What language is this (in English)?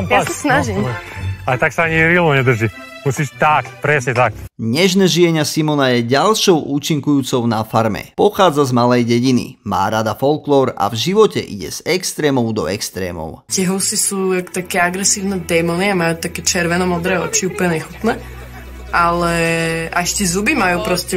Slovak